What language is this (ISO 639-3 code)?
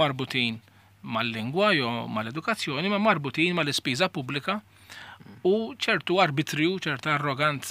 mlt